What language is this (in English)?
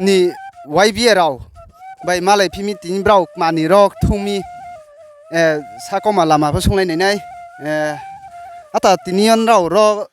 Riang (India)